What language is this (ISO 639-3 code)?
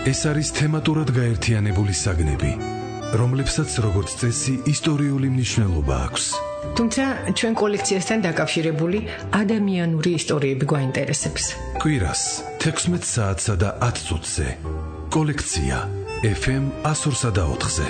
kat